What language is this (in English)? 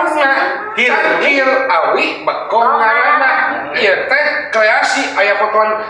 Sundanese